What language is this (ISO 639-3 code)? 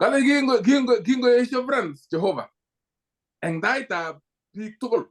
kln